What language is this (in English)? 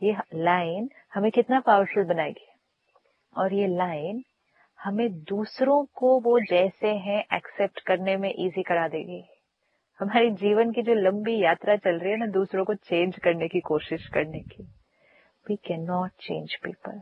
Hindi